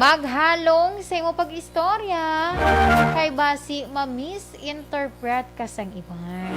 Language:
Hiligaynon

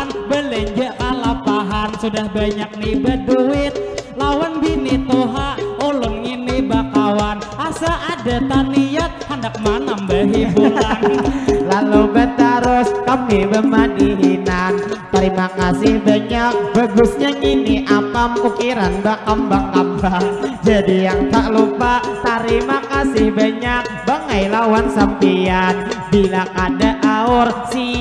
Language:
Banjar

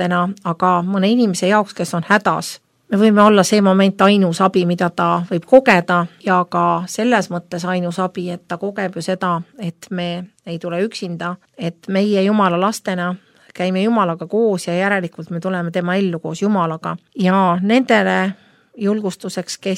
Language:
Estonian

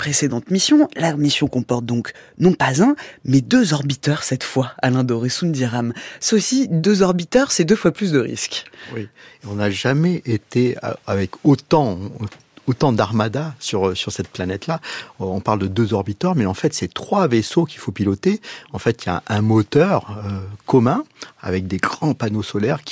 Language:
French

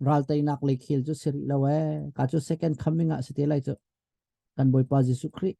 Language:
Hakha Chin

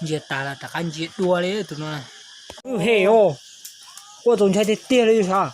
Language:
Hmong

